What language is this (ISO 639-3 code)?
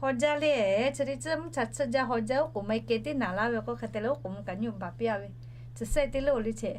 lhu